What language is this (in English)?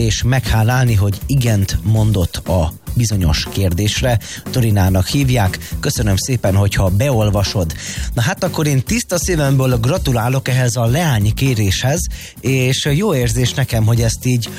Hungarian